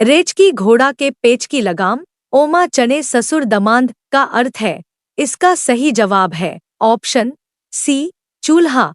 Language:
Chhattisgarhi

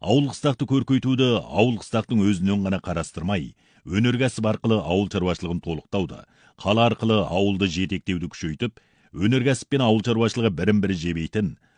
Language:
Kazakh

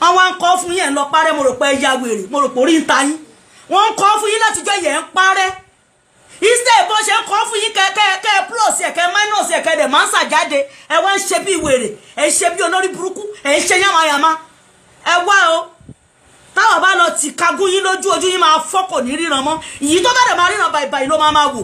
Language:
Yoruba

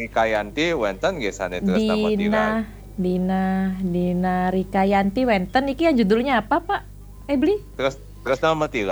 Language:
Balinese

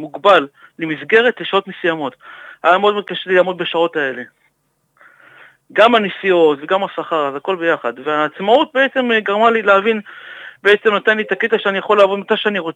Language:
Hebrew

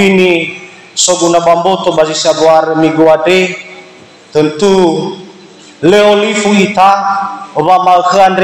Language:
Nias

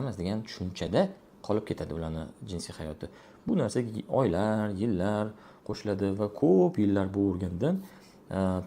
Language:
Uzbek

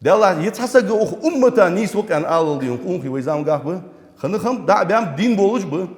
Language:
Ingush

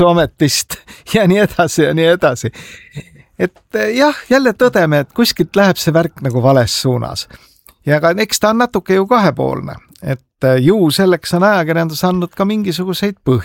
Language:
Estonian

